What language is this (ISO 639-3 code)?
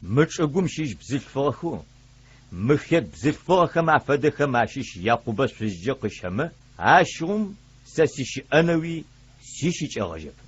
ady